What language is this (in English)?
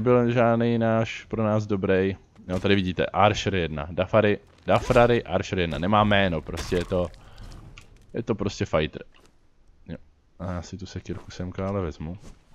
Czech